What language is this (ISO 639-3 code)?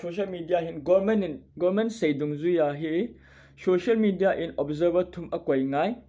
tcz